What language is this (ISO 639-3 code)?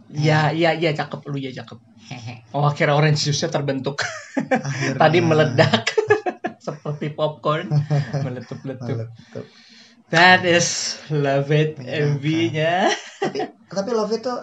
ind